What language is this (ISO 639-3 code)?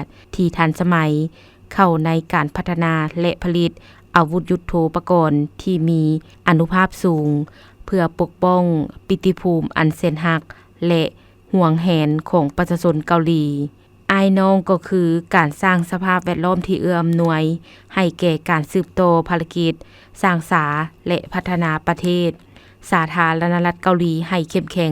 lao